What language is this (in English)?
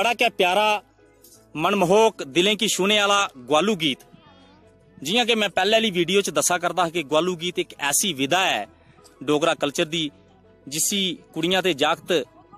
Dogri